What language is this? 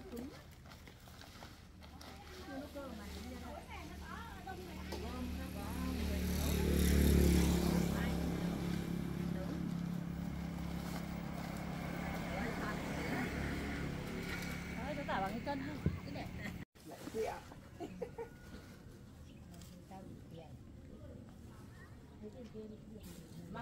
Vietnamese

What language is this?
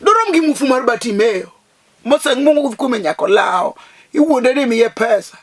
Luo (Kenya and Tanzania)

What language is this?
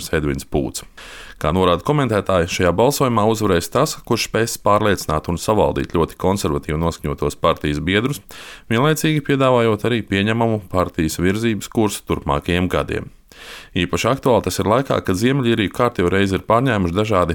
Latvian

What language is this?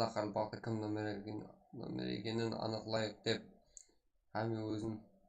Kara-Kalpak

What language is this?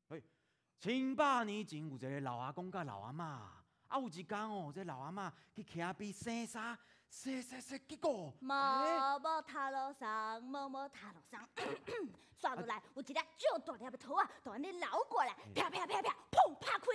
Min Nan Chinese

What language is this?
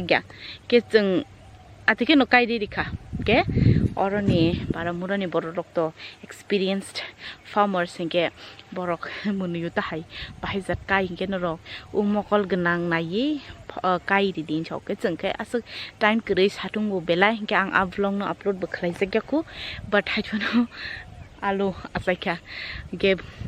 Kok Borok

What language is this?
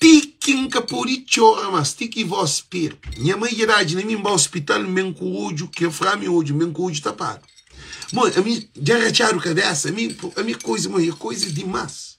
Kabuverdianu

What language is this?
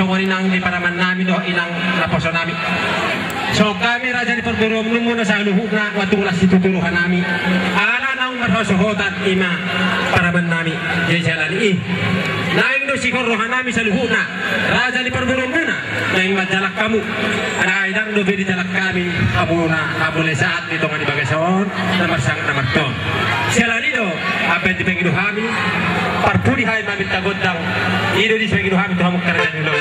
Batak Toba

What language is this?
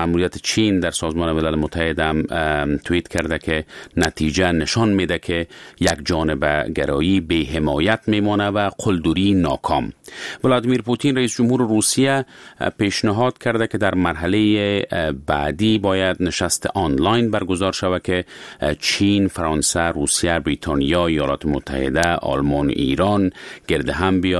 Persian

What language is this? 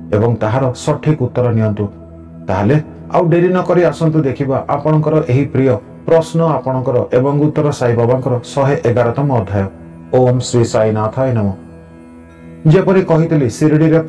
Odia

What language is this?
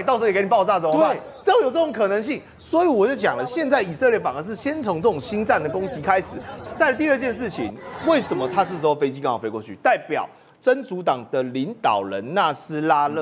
Chinese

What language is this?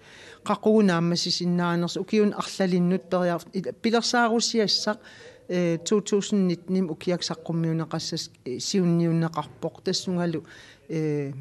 Kalaallisut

